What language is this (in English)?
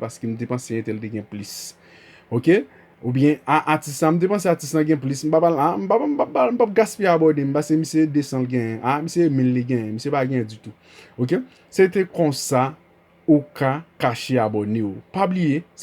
Haitian Creole